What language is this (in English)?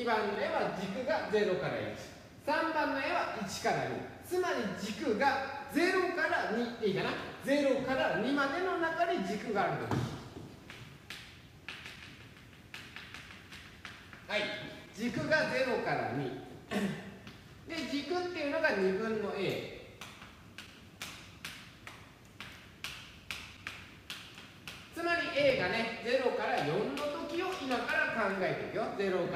Japanese